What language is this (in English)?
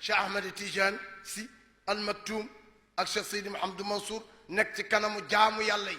Wolof